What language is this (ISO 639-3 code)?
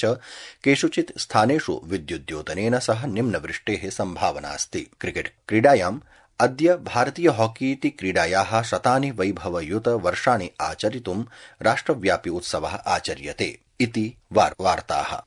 san